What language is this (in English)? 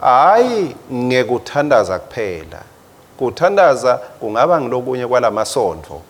Swati